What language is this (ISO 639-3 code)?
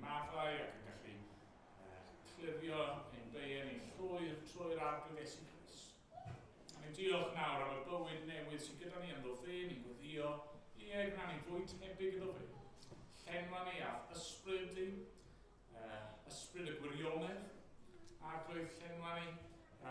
cym